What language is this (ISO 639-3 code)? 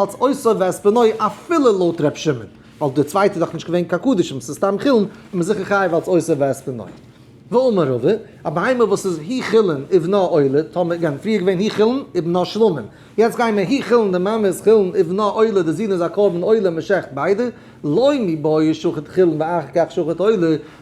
yid